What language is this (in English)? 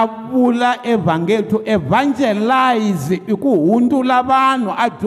Tsonga